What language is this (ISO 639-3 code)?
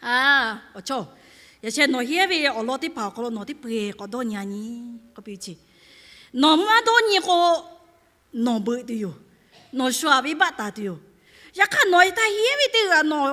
lhu